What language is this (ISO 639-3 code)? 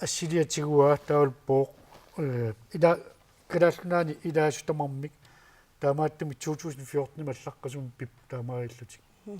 kal